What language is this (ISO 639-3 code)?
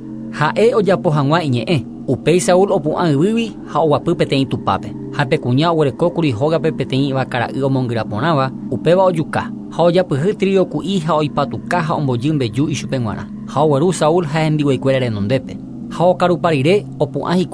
grn